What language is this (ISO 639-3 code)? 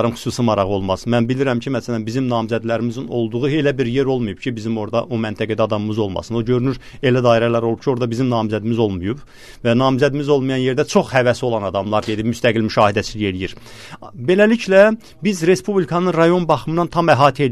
aze